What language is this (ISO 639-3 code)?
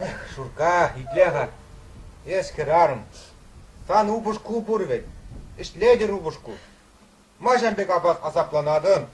chv